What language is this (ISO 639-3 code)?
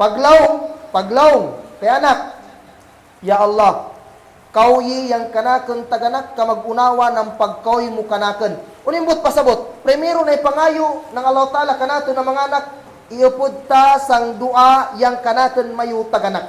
kll